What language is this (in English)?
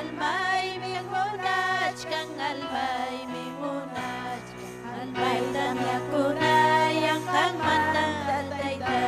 Ayacucho Quechua